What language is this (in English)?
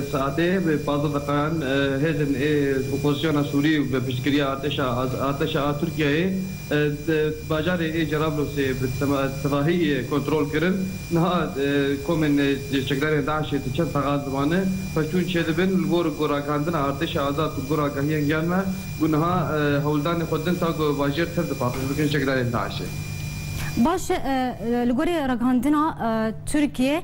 Kurdish